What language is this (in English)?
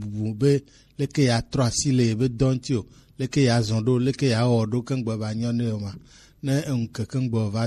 Gen